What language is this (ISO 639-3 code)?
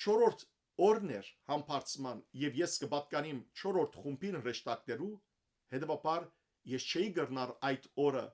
hyw